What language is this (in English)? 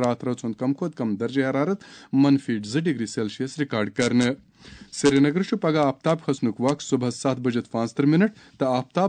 Kashmiri